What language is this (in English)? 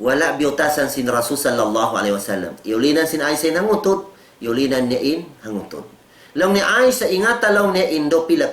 Tausug